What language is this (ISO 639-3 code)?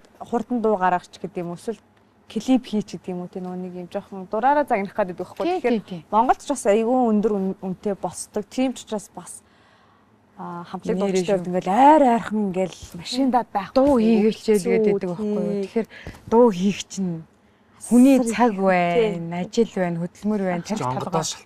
mon